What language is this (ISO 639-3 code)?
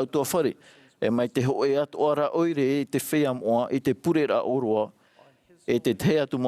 tah